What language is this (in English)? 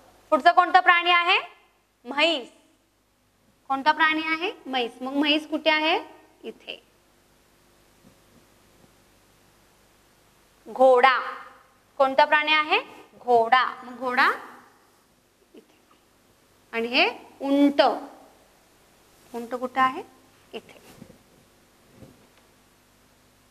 Marathi